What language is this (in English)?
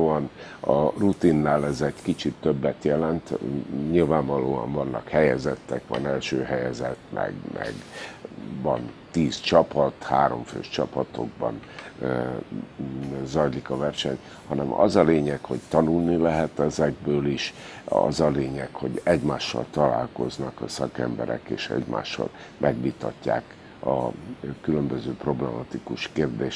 Hungarian